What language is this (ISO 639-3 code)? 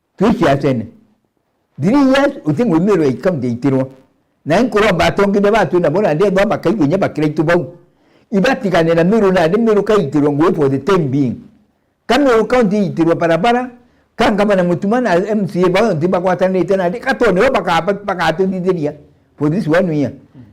mer